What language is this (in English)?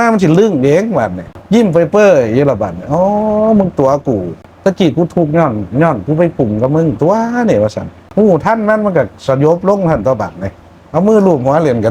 Northeastern Thai